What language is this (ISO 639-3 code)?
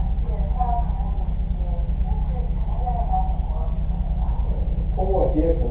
zho